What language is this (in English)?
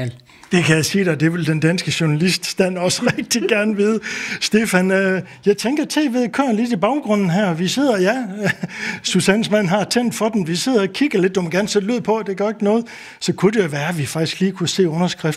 Danish